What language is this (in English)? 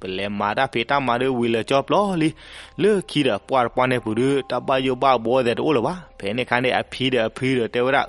S'gaw Karen